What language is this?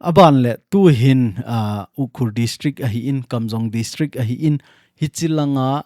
Thado Chin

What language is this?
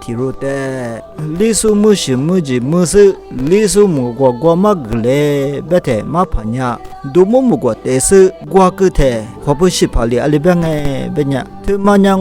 Lisu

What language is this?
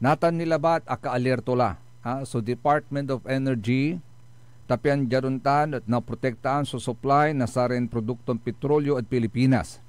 Pangasinan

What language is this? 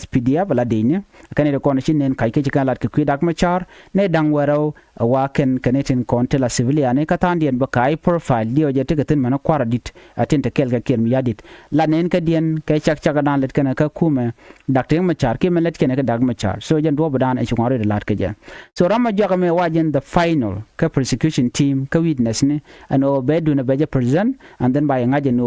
Nuer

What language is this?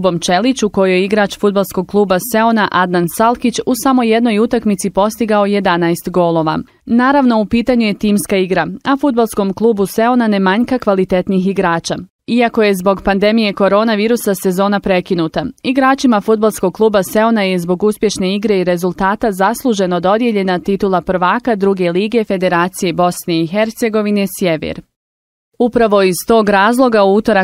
Bosnian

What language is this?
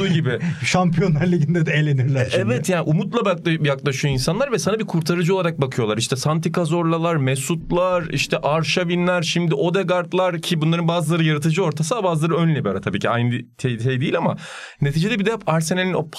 Turkish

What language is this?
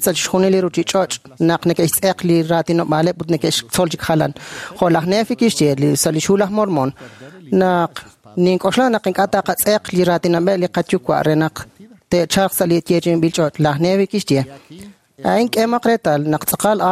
Kekchí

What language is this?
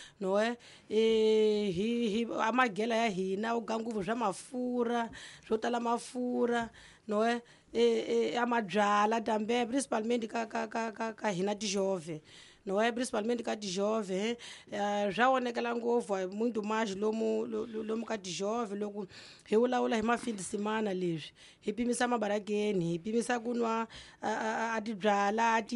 Tsonga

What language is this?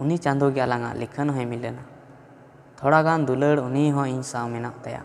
Santali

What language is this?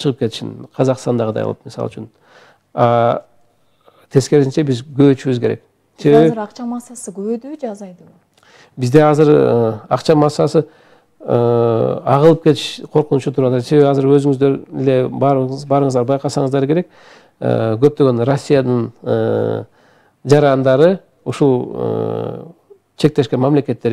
Kyrgyz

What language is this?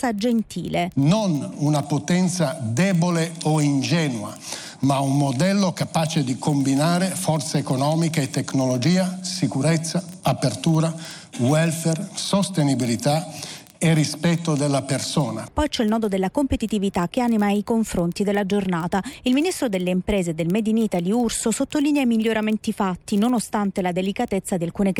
Italian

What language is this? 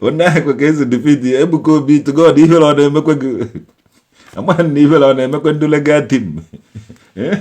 Igbo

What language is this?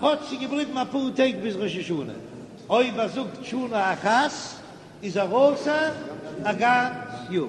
Yiddish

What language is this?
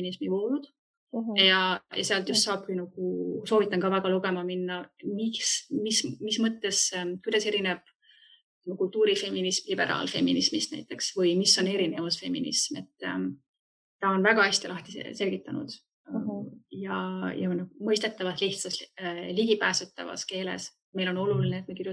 Estonian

